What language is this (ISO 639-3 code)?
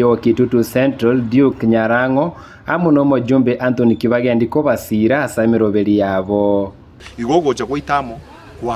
guz